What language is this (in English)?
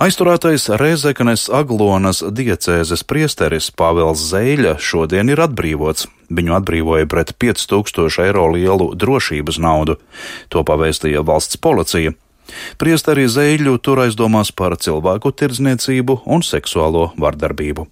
Latvian